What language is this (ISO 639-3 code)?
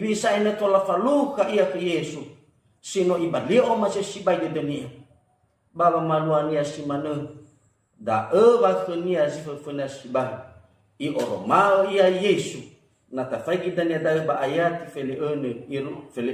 nia